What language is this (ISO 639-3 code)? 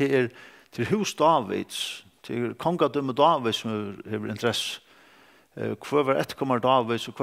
fao